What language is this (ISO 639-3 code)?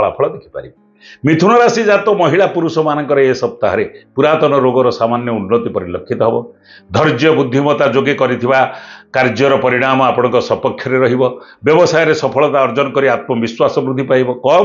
ori